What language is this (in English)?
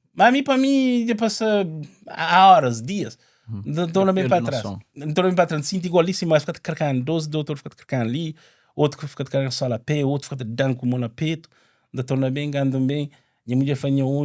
Kabuverdianu